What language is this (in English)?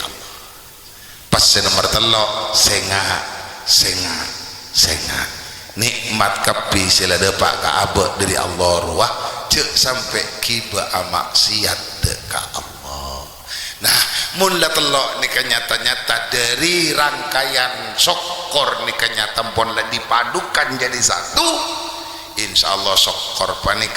Madurese